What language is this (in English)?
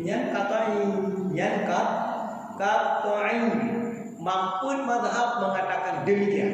Achinese